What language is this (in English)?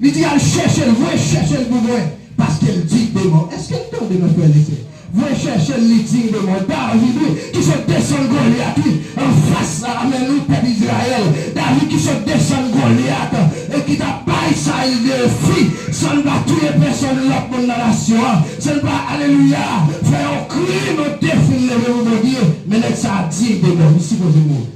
Haitian Creole